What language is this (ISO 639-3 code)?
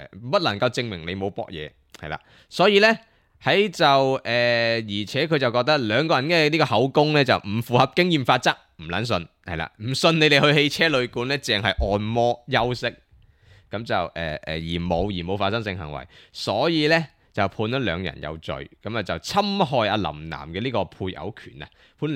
yue